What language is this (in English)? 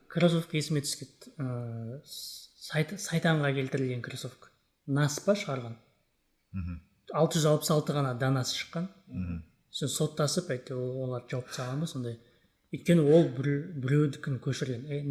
Kazakh